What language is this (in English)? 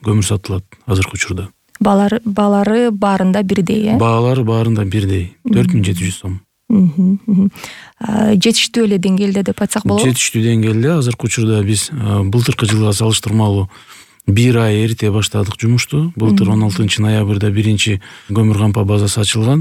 Kyrgyz